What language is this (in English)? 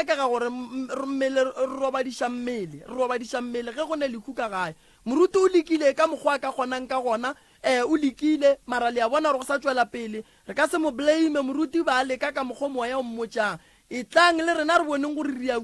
Northern Sotho